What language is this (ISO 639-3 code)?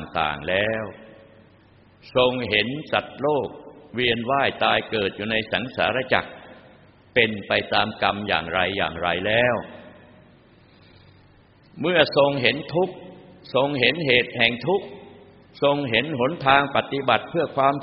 tha